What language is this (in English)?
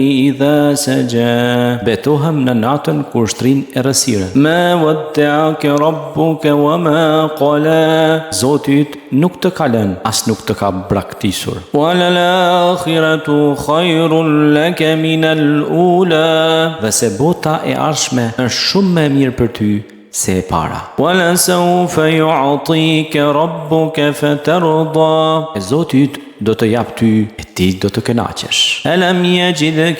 Albanian